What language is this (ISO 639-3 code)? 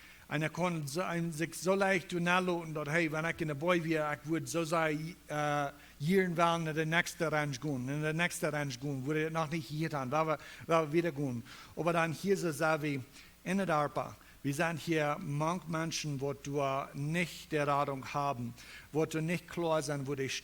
pdt